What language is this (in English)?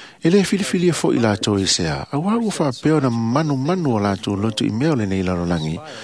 Samoan